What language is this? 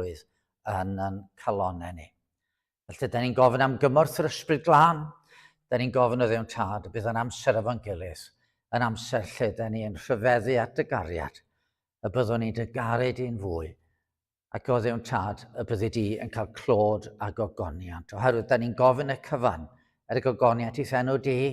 Welsh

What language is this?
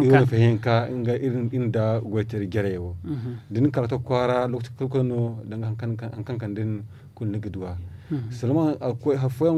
Zarma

